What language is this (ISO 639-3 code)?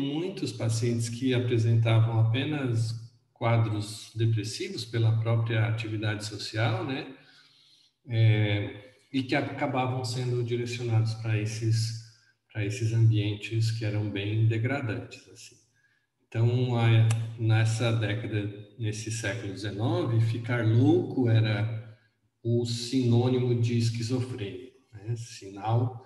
por